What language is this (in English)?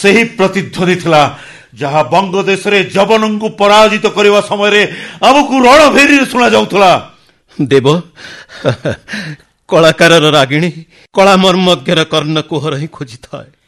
Odia